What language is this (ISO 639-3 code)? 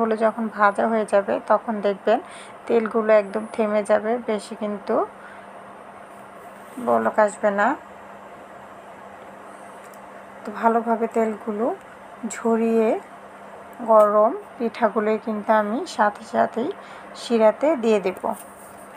ben